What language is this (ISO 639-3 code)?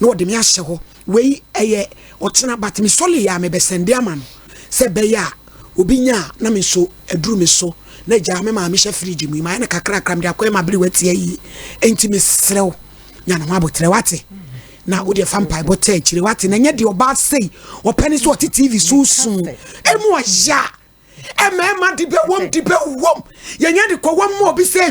aka